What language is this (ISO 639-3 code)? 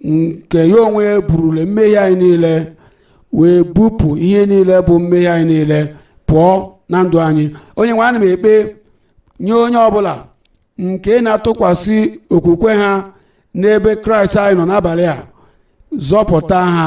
ibo